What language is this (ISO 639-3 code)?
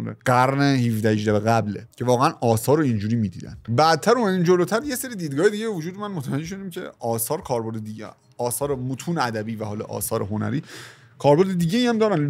fas